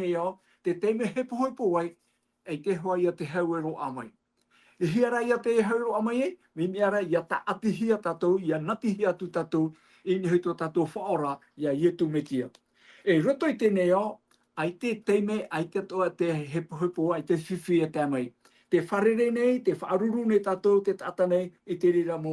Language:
Tahitian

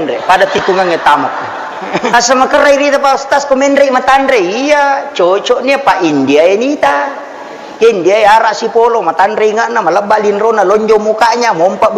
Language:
Buginese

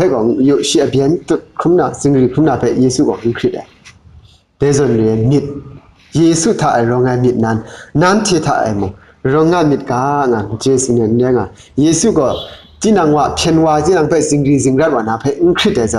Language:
Kachin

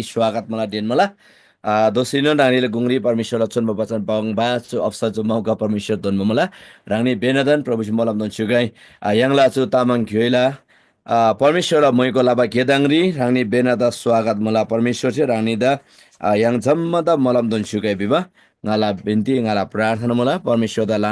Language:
Eastern Tamang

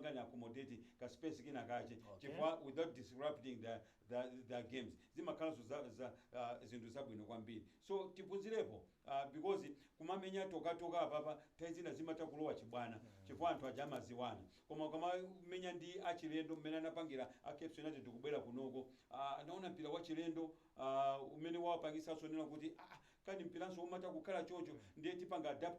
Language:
Nyanja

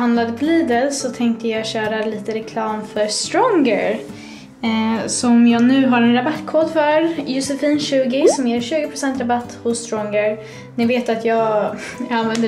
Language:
Swedish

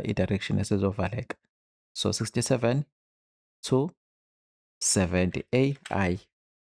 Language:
Zulu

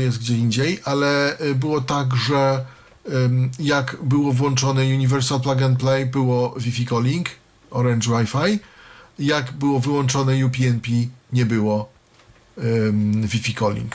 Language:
Polish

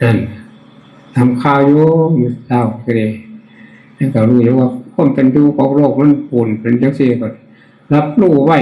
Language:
Northeastern Thai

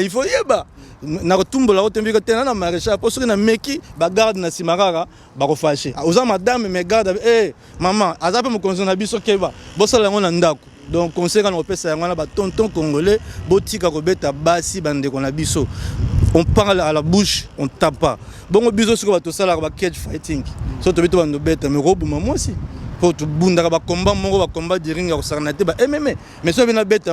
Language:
Lingala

